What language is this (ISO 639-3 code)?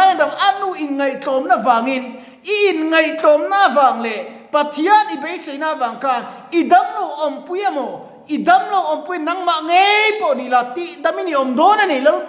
lus